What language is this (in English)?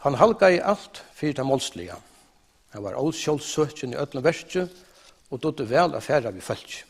Faroese